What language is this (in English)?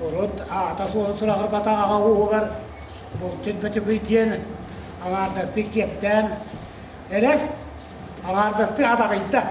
Yakut